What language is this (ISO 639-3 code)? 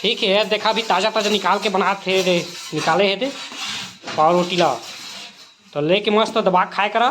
hne